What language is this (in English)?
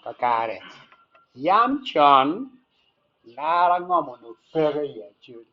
Acoli